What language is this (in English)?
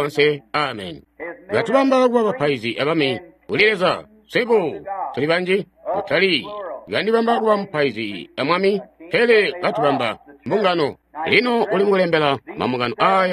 Tonga (Zambia)